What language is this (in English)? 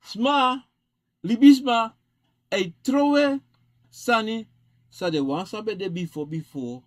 Sranan Tongo